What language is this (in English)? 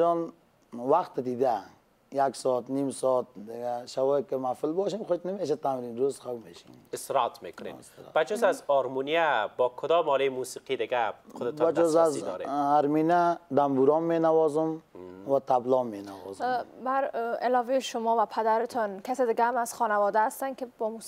Persian